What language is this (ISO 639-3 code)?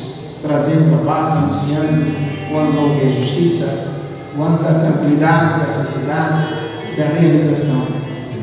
por